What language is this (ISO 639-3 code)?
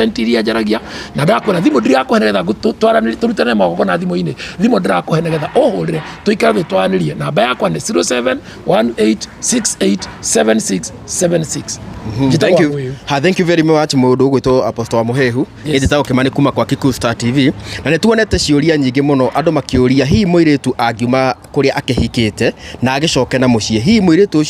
kik